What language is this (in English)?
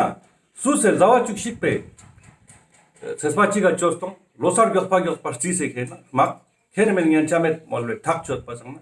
Ladakhi